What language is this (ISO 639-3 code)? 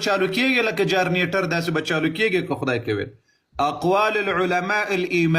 pus